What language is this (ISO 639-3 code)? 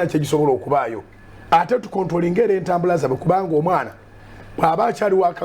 lug